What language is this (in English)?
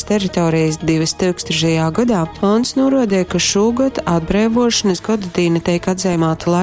Latgalian